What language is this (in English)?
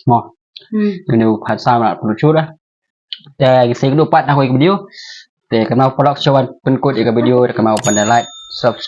Khasi